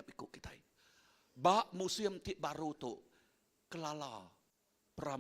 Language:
Iban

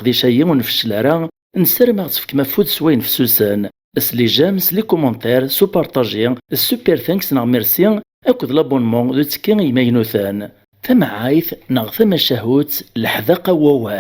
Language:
Kabyle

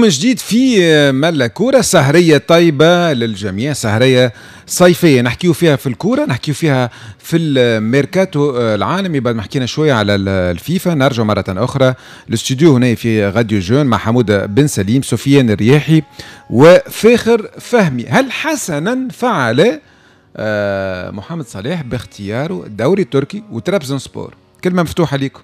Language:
Tunisian Arabic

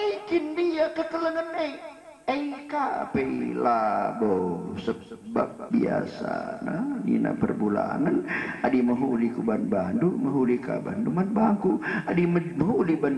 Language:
Batak Karo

